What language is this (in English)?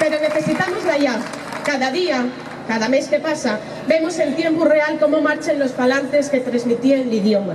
Asturian